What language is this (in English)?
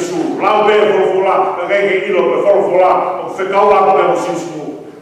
Tongan